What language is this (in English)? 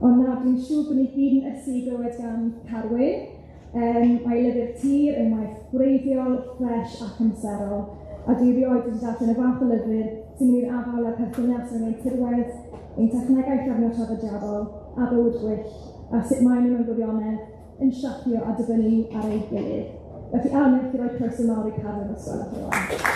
Welsh